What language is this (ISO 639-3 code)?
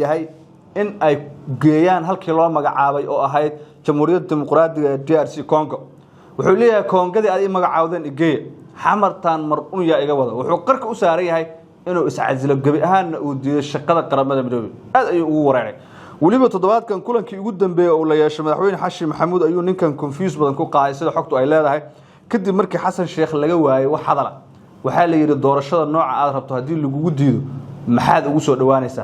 som